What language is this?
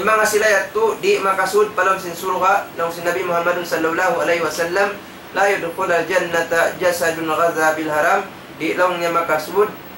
Tausug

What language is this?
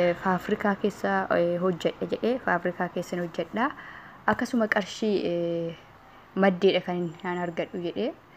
Oromo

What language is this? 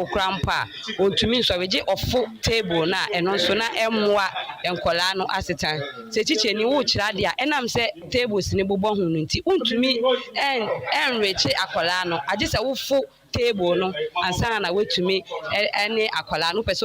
Akan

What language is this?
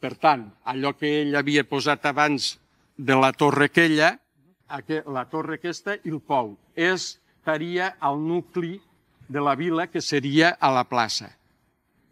Catalan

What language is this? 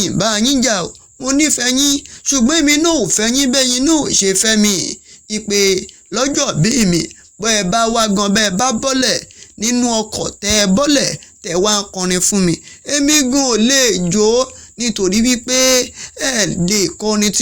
Yoruba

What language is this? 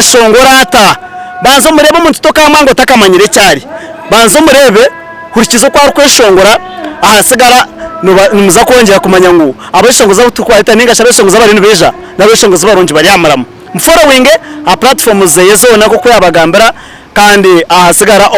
Nyankole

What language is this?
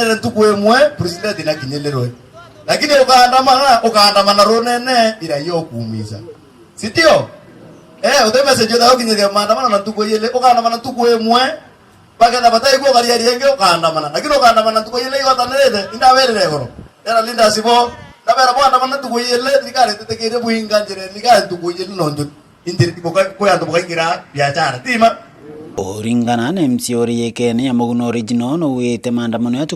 Meru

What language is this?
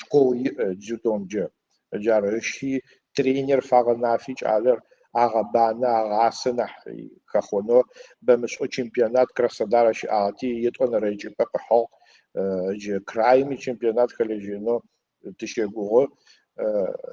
Adyghe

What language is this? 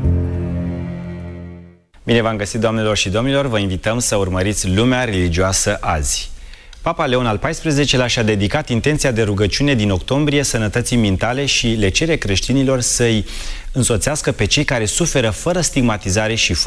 Romanian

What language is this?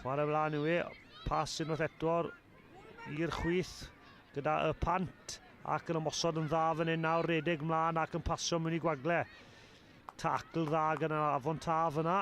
Welsh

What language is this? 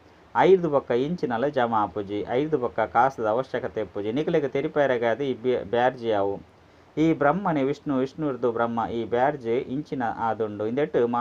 Tulu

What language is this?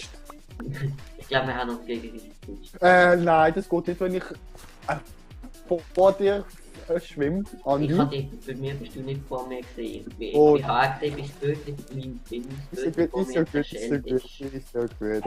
Swiss German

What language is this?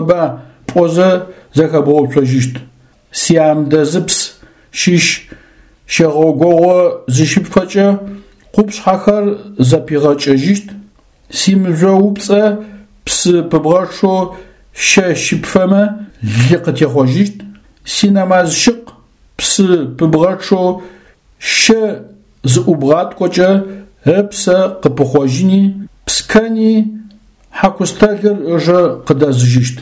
Adyghe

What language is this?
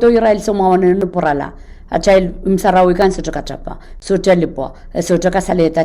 Pohnpeian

